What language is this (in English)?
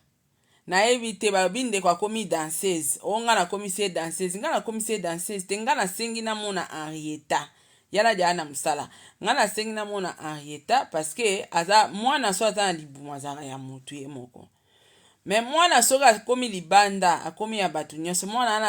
Lingala